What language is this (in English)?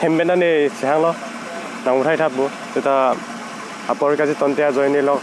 Karbi